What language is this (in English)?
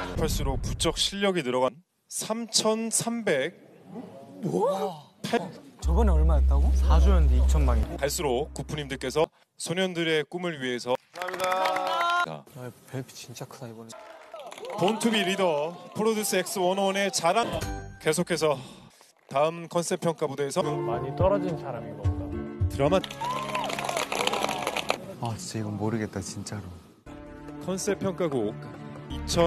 Korean